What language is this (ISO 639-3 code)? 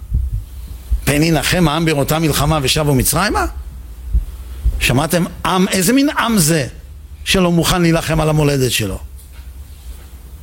heb